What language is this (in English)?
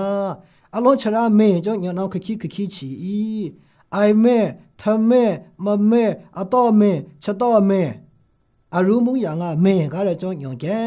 Maru